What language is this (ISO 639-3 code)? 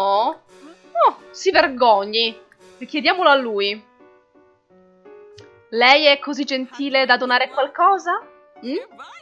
ita